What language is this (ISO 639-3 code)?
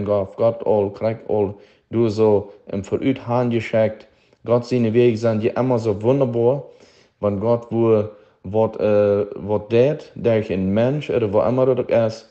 pdt